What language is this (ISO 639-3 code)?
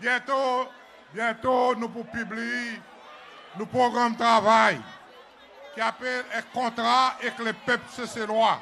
crs